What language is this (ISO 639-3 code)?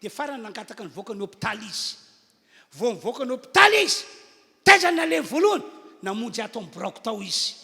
mlg